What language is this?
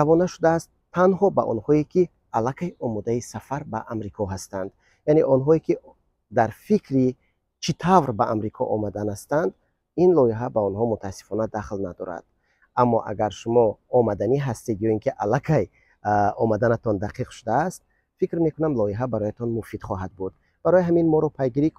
Tajik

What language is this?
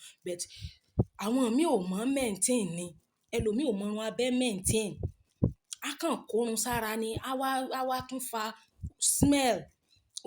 Yoruba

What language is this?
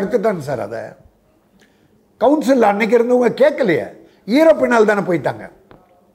Tamil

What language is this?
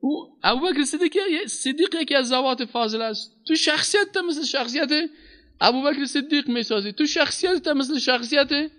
Persian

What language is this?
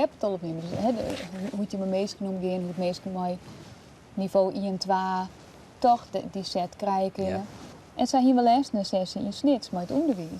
Western Frisian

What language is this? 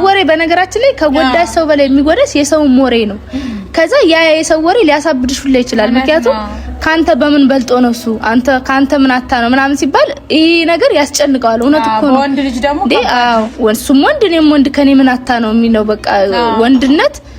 Amharic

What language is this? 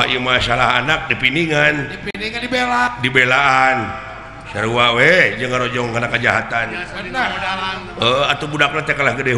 Sundanese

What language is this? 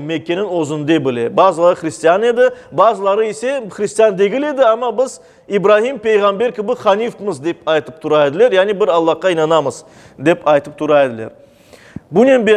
Crimean Tatar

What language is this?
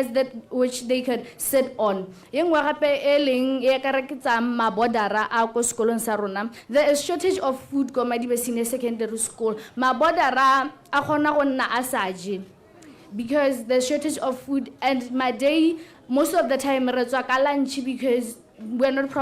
Tswana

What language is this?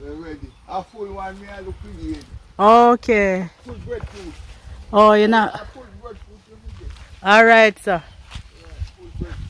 Jamaican Creole English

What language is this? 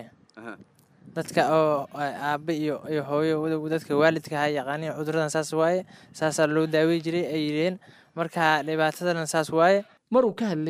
Somali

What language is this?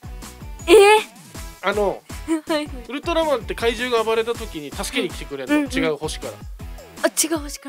Japanese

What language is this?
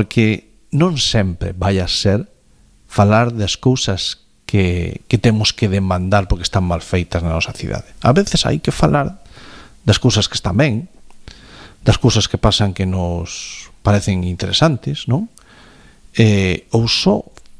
Galician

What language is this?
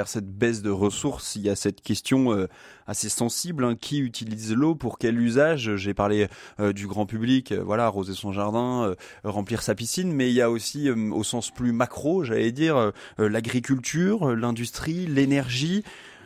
French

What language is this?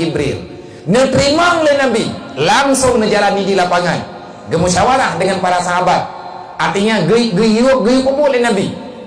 Achinese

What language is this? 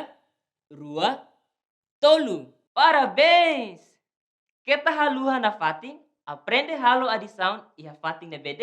Tetum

